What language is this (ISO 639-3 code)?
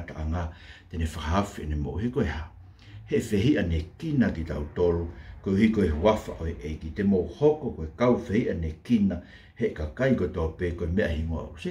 ton